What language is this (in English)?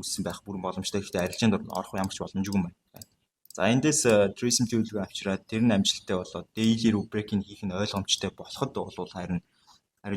Mongolian